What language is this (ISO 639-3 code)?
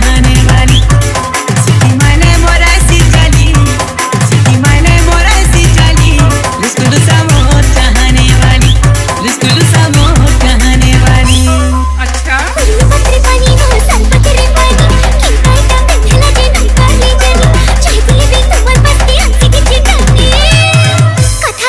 hne